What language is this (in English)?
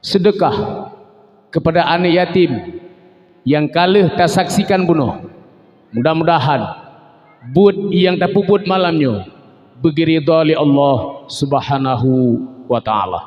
Achinese